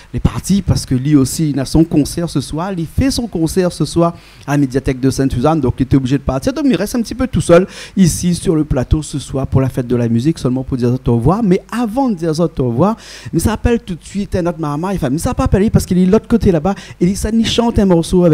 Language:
Réunion Creole French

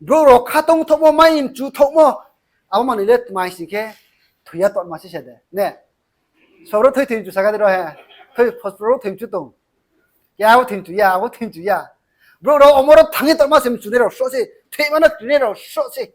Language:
Riang (India)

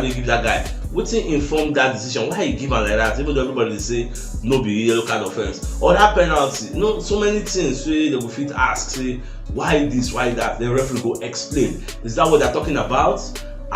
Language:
Nigerian Pidgin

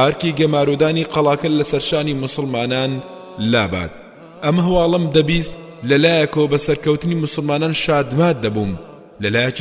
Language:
Central Kurdish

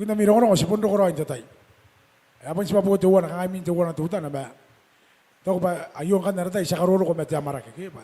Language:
Gilbertese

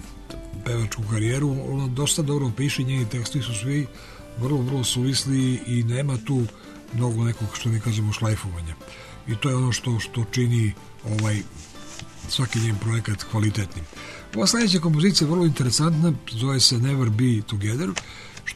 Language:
Serbian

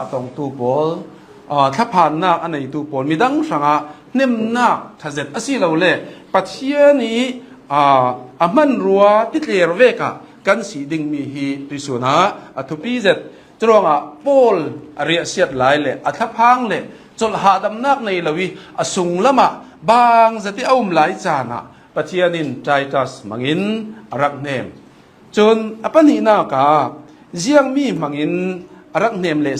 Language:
Hakha Chin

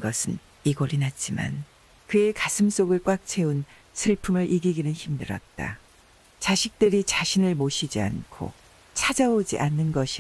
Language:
Korean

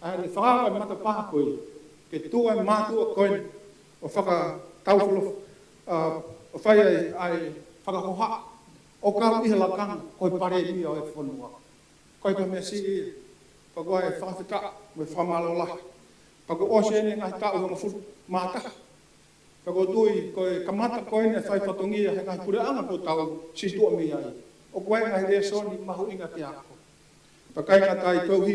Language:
Tongan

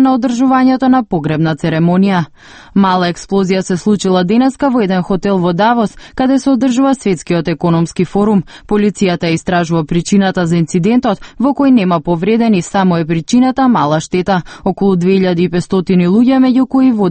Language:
Macedonian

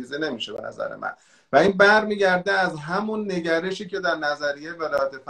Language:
Persian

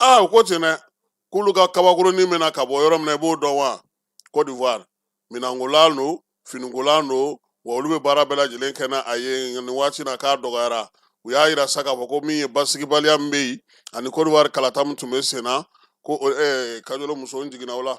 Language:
Bambara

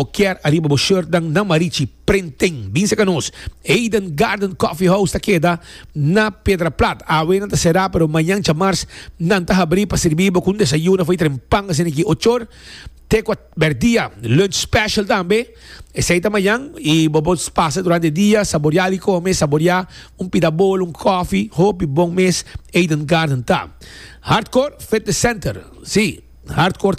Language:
Papiamento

